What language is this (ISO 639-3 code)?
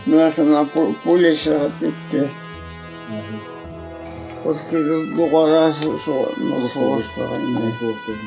bak